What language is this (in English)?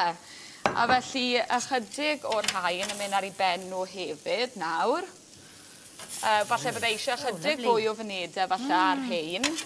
Welsh